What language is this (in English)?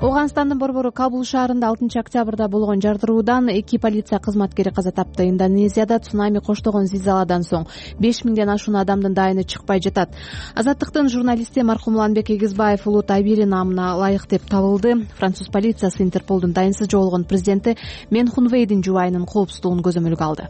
Kyrgyz